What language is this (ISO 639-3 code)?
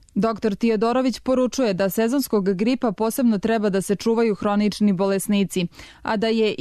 srp